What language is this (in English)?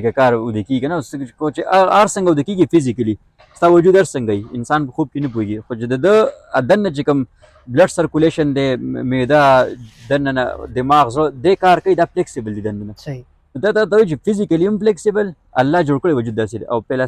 Pashto